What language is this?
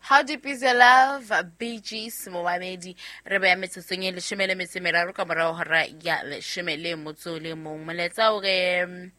Southern Sotho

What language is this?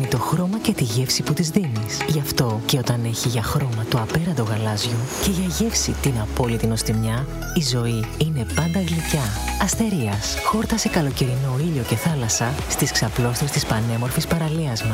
Greek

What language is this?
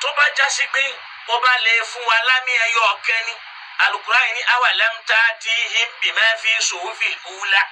Yoruba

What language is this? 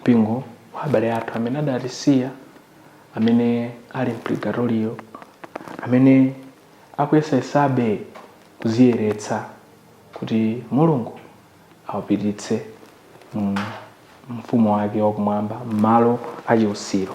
Nyanja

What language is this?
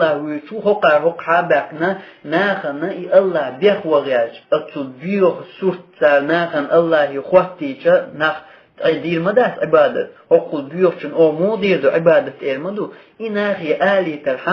Chechen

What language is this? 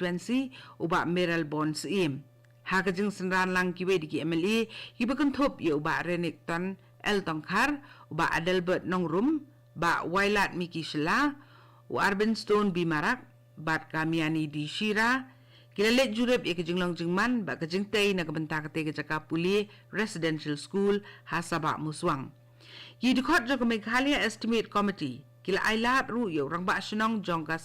Khasi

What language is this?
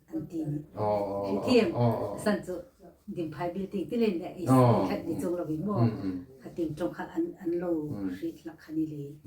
Hmar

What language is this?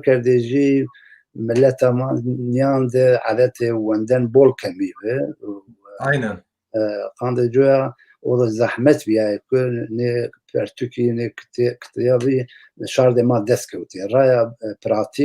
Zaza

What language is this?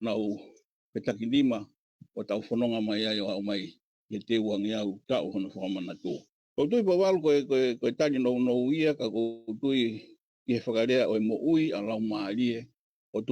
Tongan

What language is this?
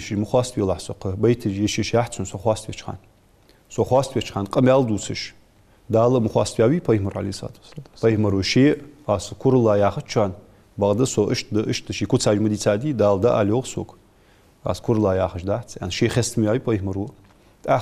Ingush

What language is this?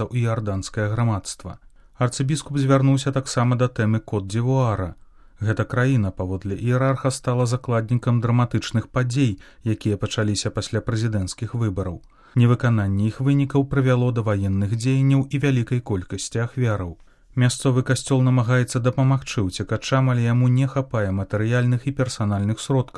Belarusian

